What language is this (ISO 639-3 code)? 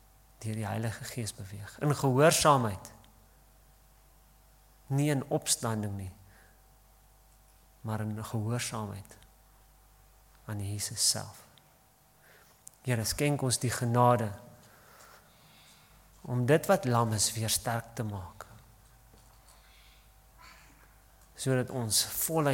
afr